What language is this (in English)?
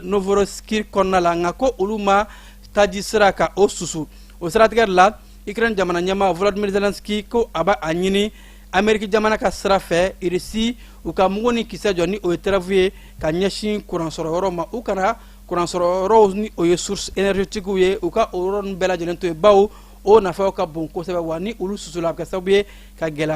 Bambara